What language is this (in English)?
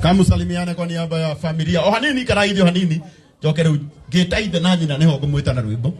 Kikuyu